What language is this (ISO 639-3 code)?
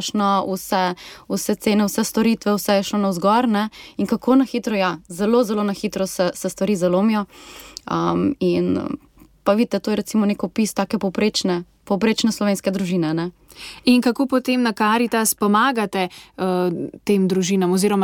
slv